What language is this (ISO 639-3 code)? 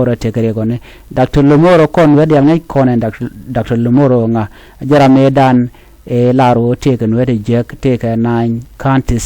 nus